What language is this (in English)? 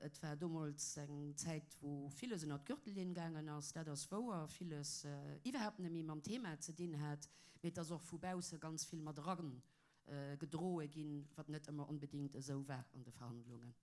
Luxembourgish